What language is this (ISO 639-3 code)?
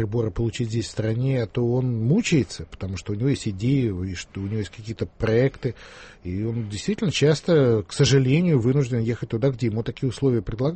rus